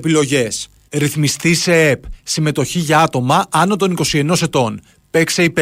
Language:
Greek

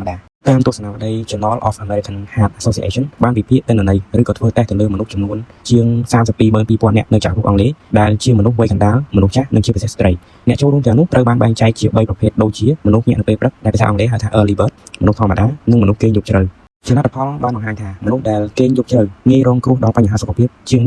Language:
Khmer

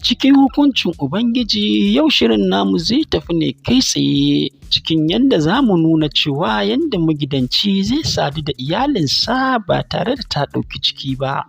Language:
Hausa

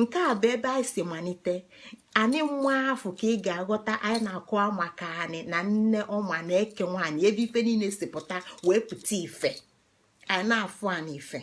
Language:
Igbo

